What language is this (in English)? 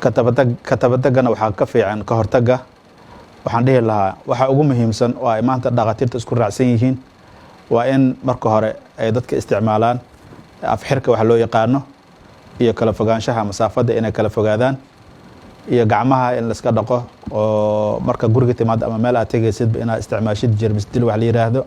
Somali